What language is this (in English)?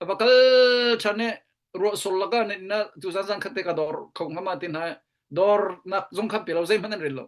Hakha Chin